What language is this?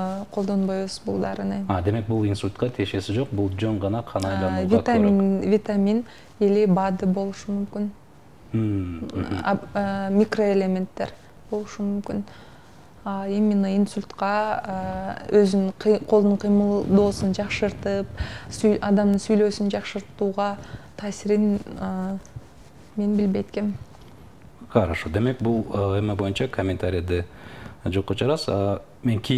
Kyrgyz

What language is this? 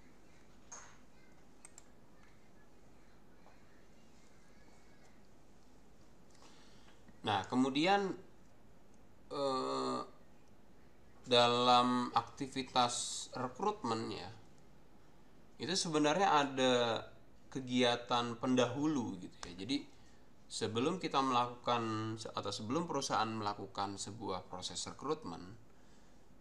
Indonesian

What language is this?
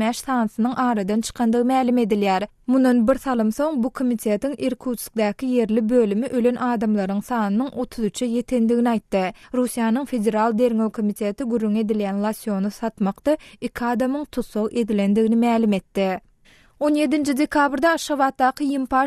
Turkmen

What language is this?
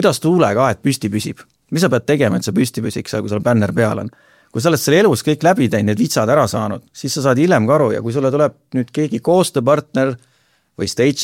Estonian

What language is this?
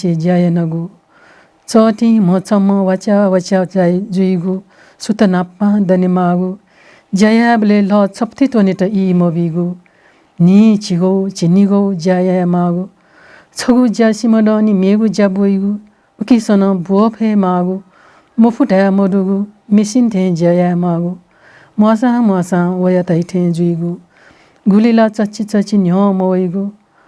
Newari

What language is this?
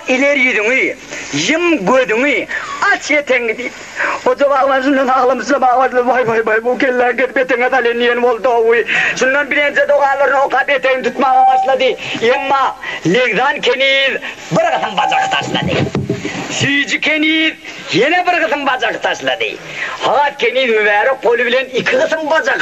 Turkmen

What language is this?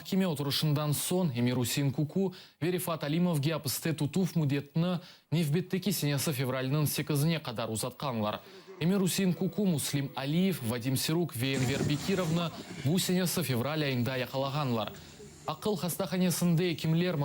Crimean Tatar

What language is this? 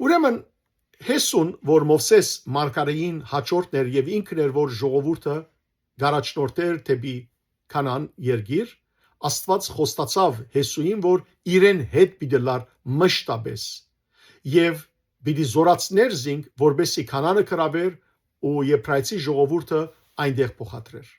Western Armenian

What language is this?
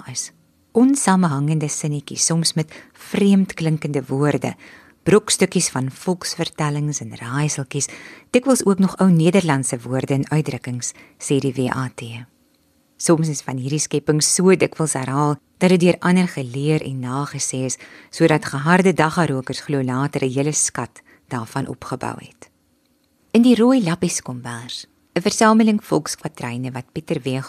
Afrikaans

